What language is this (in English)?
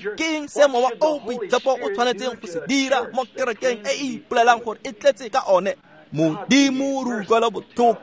Tswana